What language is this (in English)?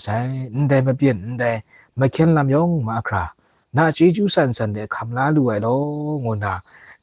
Kachin